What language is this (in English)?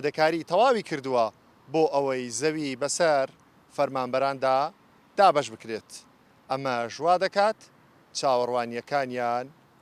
Central Kurdish